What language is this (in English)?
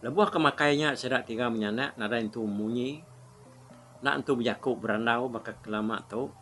Iban